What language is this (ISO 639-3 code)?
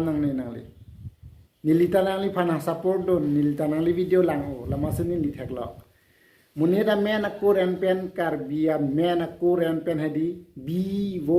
mjw